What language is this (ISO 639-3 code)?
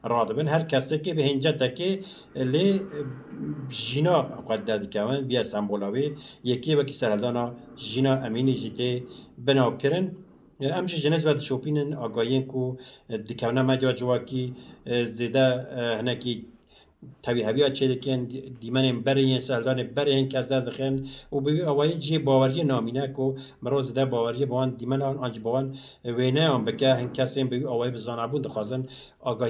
kur